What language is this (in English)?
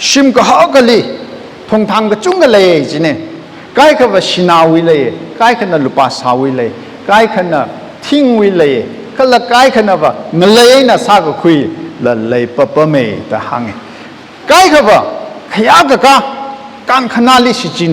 Tangkhul Naga (India)